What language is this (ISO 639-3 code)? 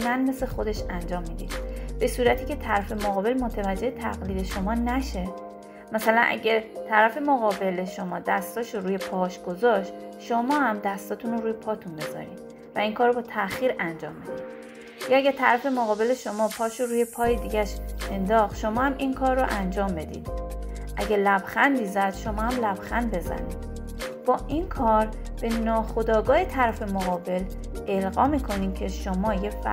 fas